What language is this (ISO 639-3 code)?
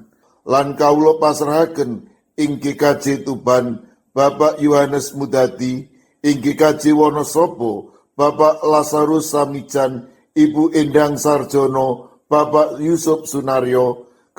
jav